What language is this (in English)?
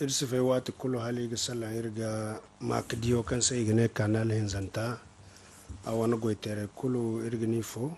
Zarma